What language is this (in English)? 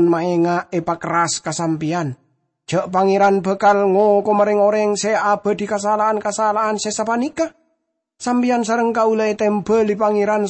Madurese